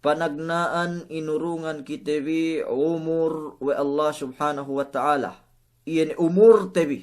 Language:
Yakan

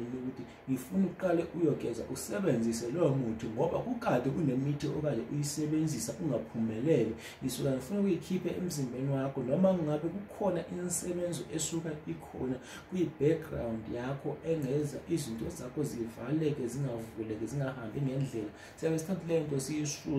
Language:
Zulu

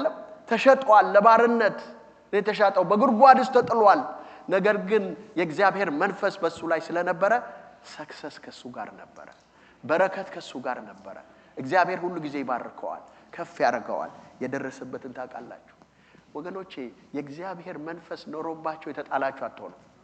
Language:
Amharic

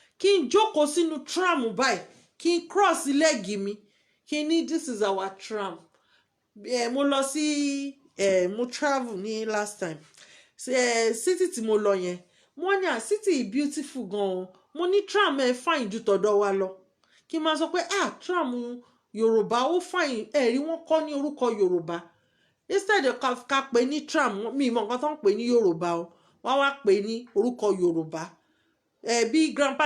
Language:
Yoruba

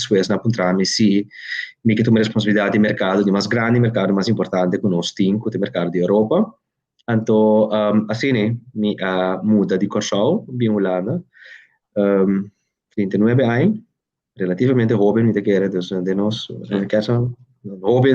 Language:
Papiamento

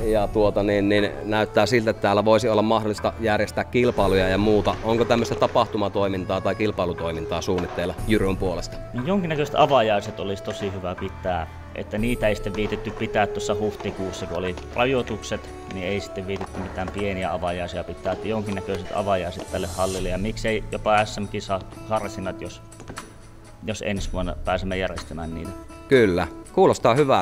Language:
Finnish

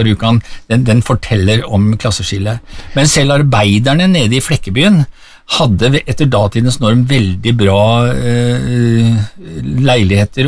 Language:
Norwegian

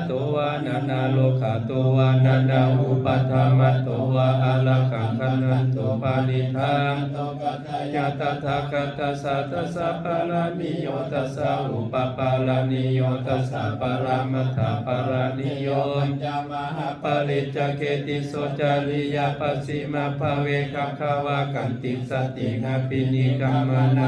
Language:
Pali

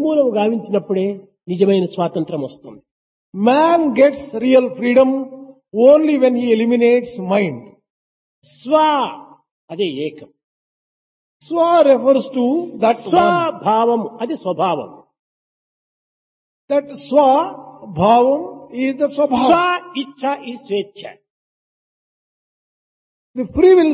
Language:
Telugu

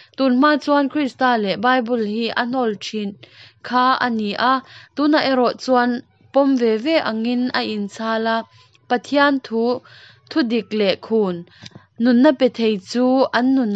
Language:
Mizo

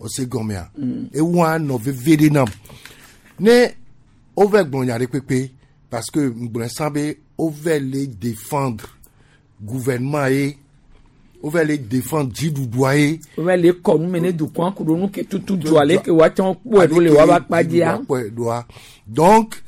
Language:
Gen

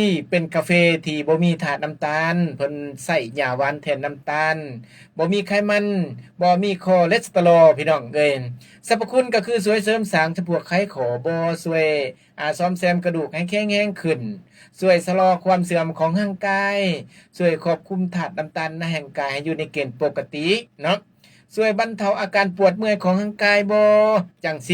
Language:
Lao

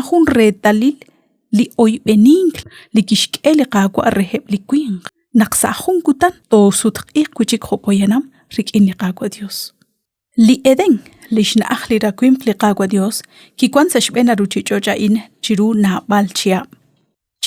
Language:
Kekchí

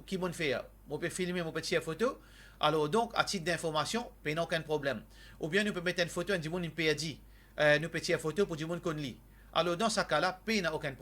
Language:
Morisyen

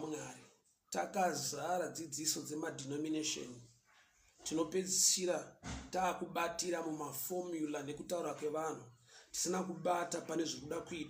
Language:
Shona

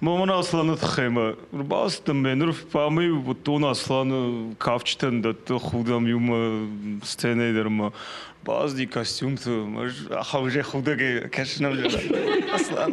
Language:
Ossetic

